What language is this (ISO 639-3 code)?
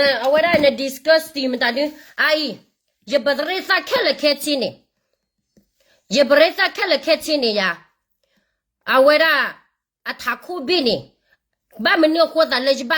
ksw